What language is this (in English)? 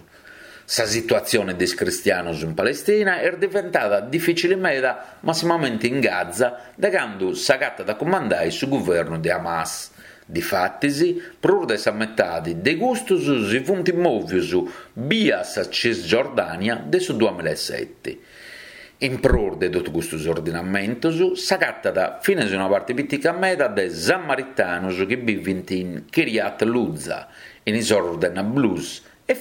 Sardinian